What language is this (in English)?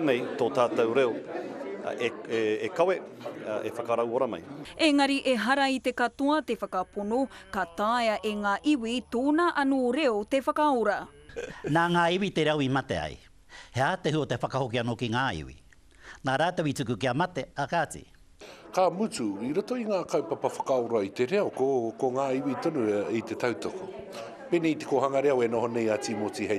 Māori